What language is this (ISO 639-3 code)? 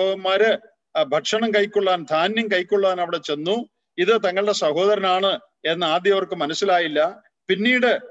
mal